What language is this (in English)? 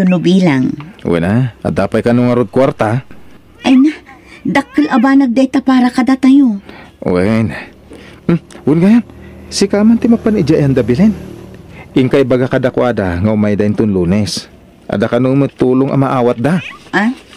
Iloko